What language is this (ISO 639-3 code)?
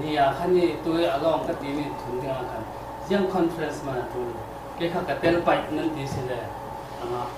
cfm